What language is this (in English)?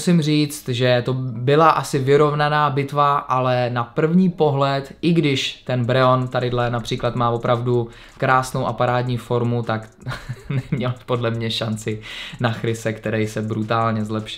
Czech